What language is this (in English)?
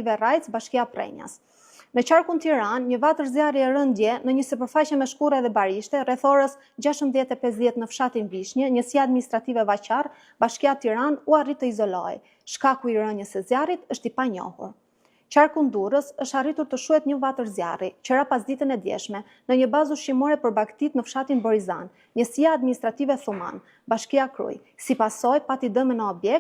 Albanian